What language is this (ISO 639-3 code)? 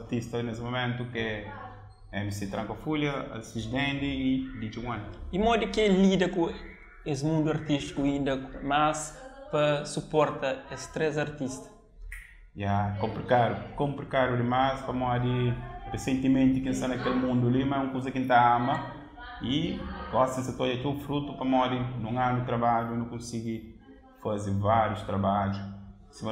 kea